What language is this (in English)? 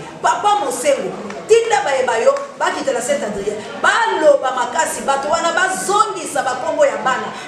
Lingala